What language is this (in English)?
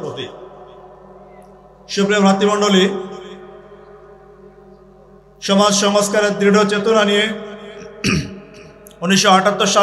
Bangla